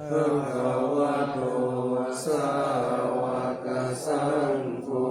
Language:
Pali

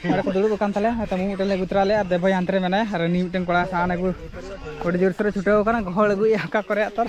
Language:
Santali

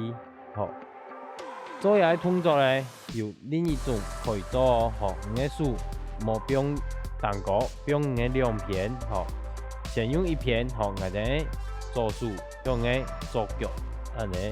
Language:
Hakka Chinese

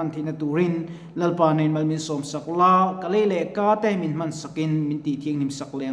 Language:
Mizo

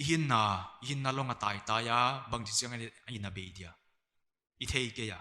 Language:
Paite Chin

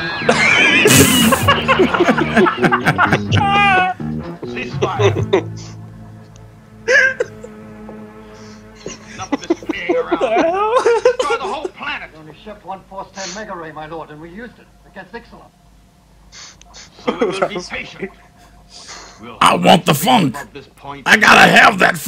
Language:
English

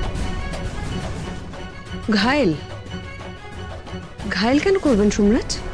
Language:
Bangla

